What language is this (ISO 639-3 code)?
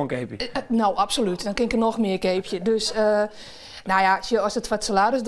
fry